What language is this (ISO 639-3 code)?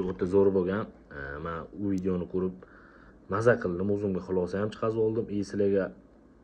uzb